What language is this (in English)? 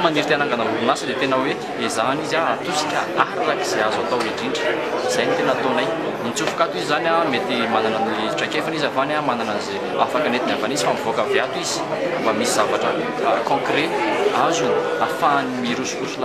Malagasy